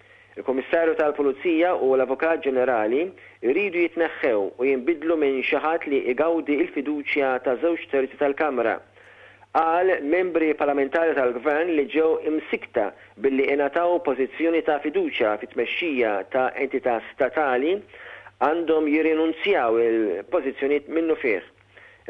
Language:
Maltese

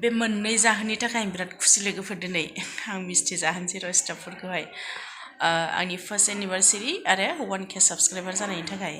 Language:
Bodo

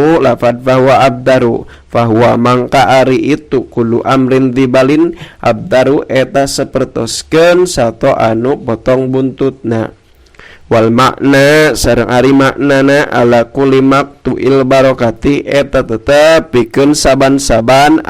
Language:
Sundanese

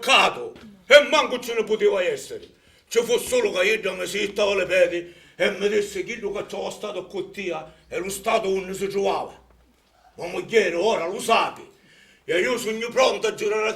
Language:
Sicilian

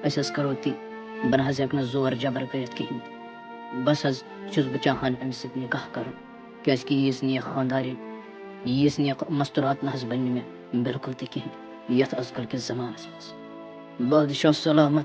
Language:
Kashmiri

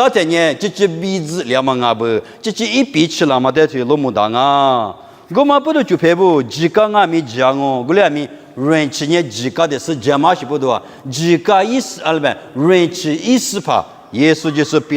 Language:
Lisu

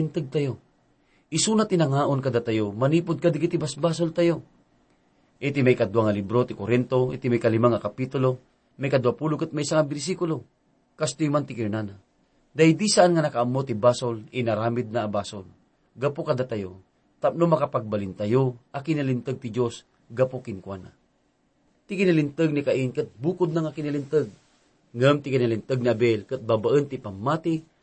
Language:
Iloko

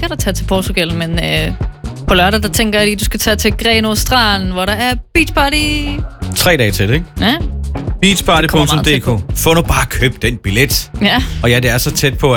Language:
Danish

